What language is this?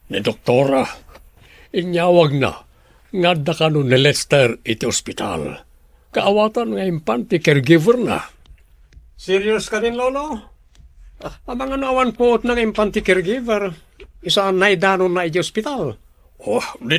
Iloko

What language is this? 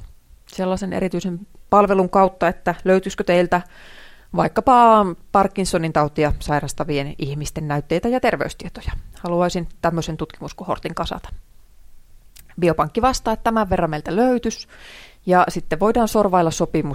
Finnish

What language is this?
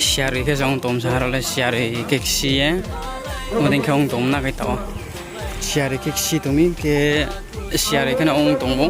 Riang (India)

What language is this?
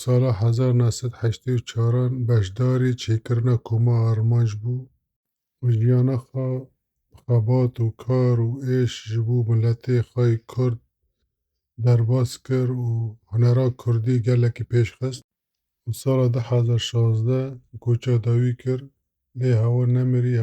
Kurdish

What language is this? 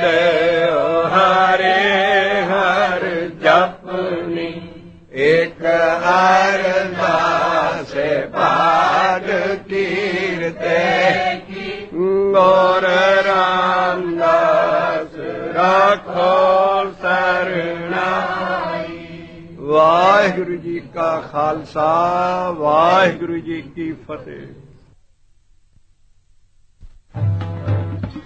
Punjabi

